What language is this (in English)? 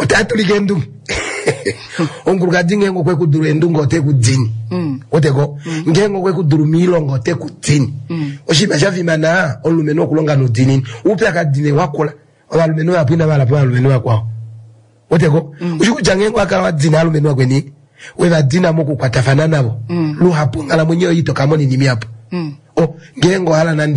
Kuanyama